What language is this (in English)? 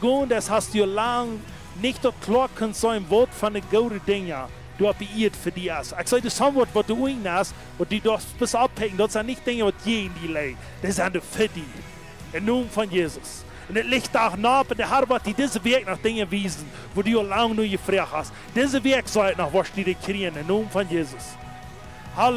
Plautdietsch